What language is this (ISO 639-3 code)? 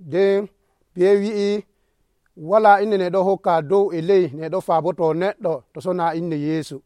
fuv